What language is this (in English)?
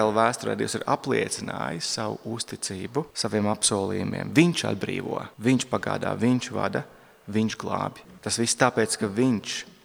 Latvian